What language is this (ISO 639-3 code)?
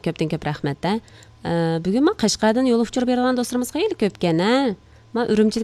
uig